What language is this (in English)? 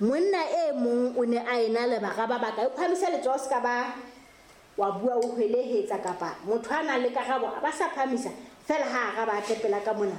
Southern Sotho